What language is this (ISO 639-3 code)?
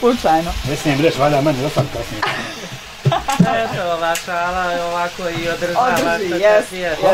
bos